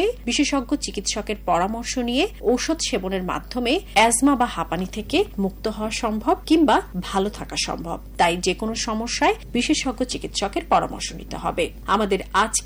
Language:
Bangla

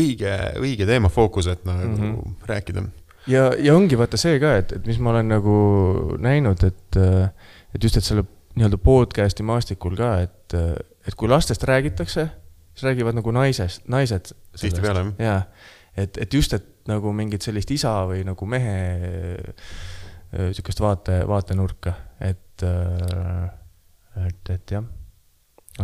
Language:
Estonian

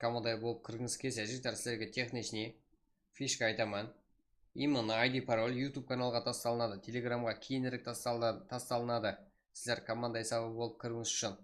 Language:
Kara-Kalpak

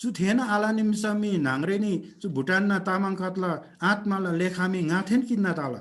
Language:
Eastern Tamang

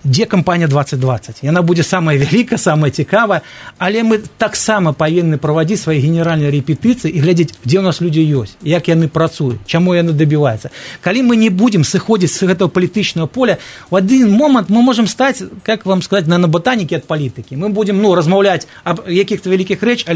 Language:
Belarusian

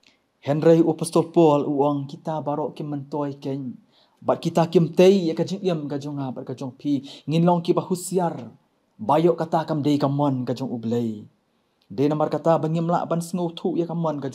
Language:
Khasi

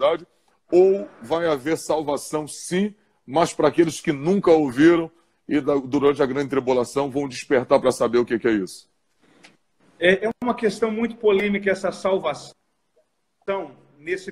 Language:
Portuguese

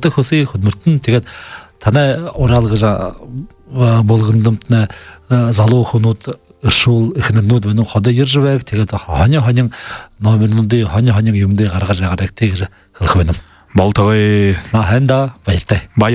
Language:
Buriat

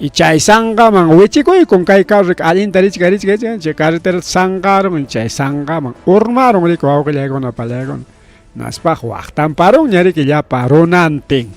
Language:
Ayacucho Quechua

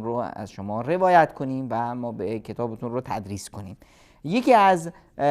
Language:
Persian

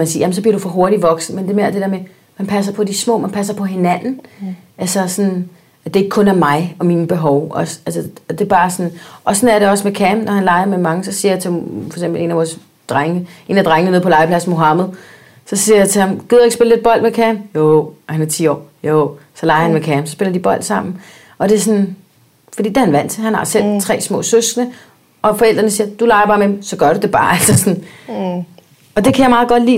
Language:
Danish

